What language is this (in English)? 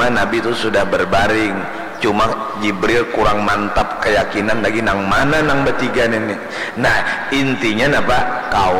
Banjar